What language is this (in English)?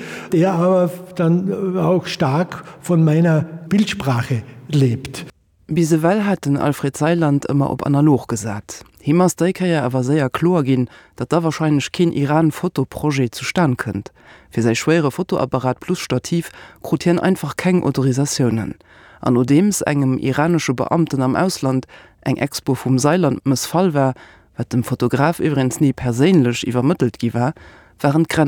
Luxembourgish